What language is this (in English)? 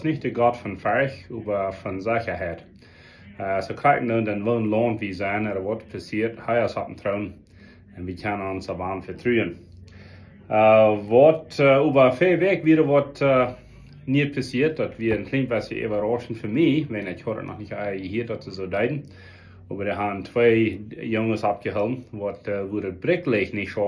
Plautdietsch